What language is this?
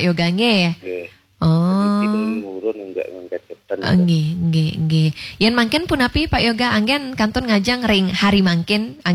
Balinese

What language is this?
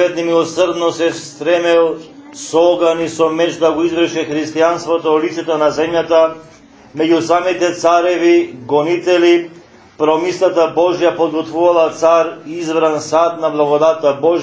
Macedonian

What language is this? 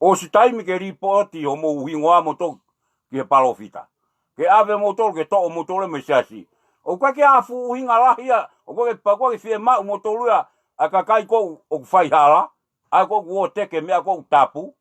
Tongan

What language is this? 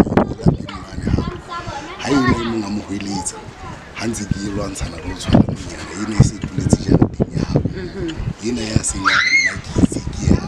Southern Sotho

